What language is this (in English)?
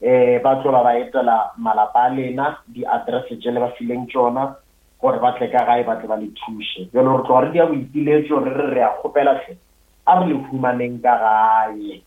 Northern Sotho